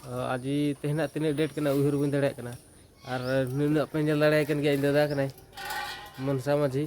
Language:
Santali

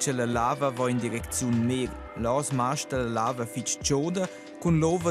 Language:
Romansh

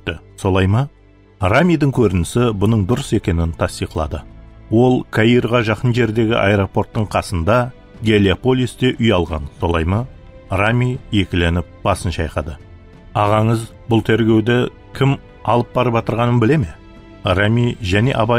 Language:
Kara-Kalpak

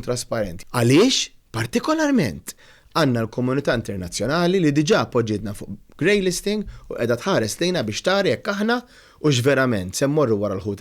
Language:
Maltese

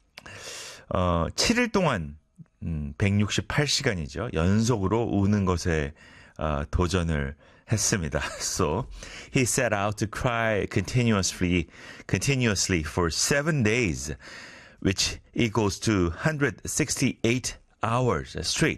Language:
Korean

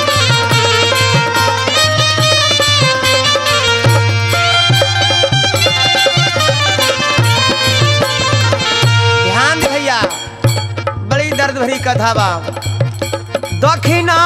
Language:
Bhojpuri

